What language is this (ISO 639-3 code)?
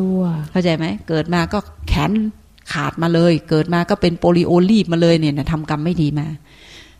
tha